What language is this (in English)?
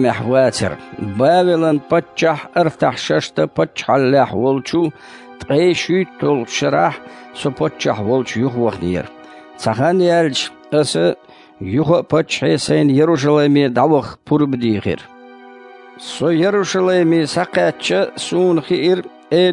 Chechen